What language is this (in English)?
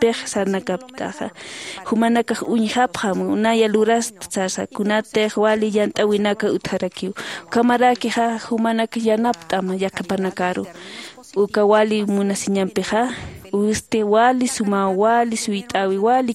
Aymara